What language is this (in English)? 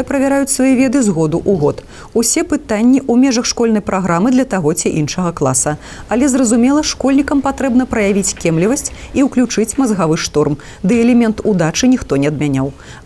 Belarusian